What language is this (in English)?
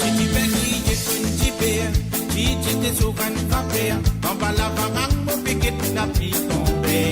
Morisyen